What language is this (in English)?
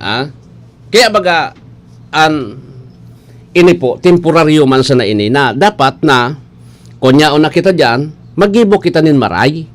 Bikol